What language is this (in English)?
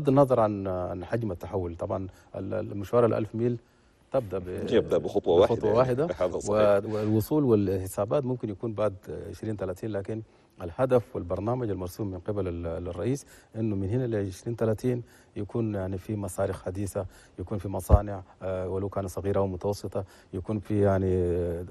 Chadian Arabic